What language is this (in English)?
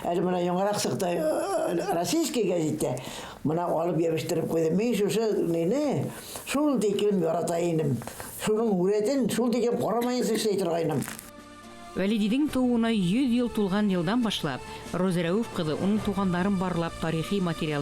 Bashkir